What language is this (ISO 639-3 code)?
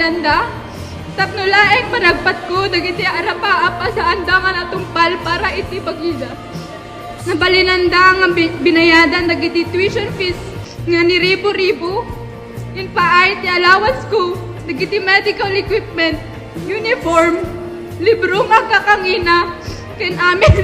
ilo